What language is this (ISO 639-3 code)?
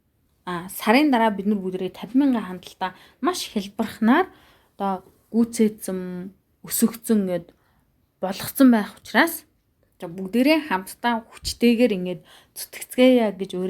mon